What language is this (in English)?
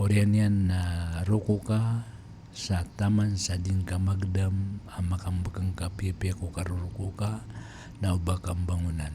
Maranao